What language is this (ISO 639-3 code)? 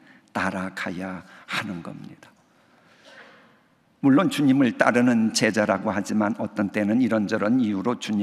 kor